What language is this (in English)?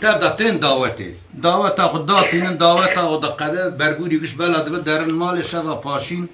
Kurdish